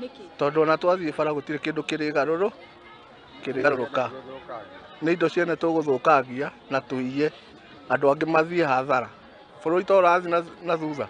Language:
Kikuyu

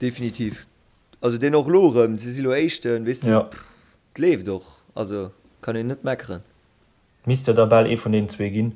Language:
Luxembourgish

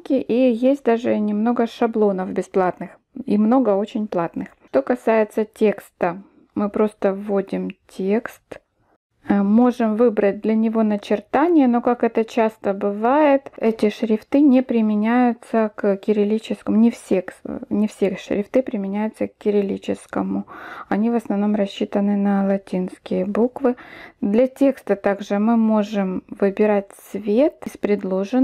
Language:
Russian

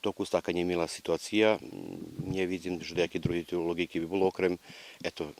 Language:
Rusyn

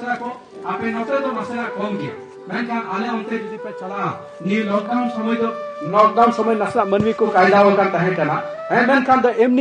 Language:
Santali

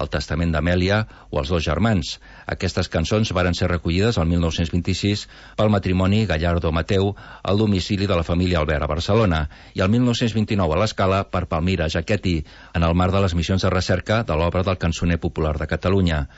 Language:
Catalan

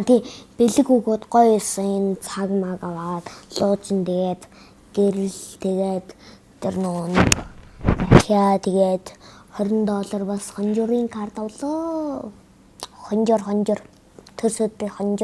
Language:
Mongolian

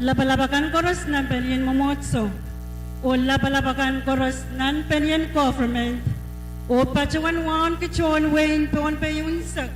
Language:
Pohnpeian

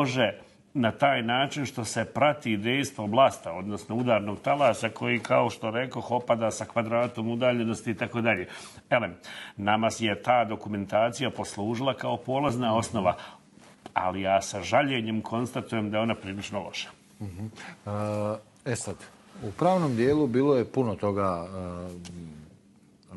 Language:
Bosnian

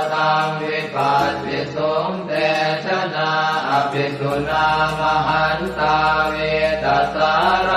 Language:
Pali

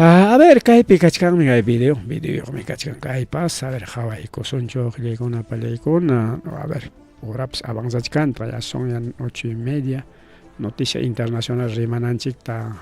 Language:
Ayacucho Quechua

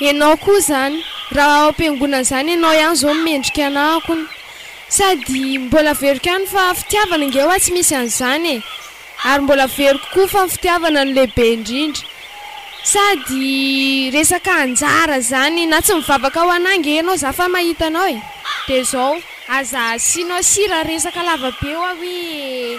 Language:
Malagasy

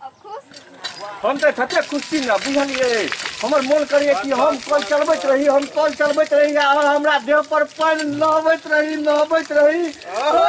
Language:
Maithili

